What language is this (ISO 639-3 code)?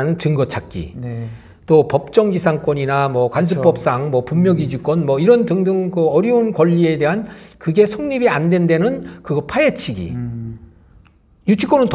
kor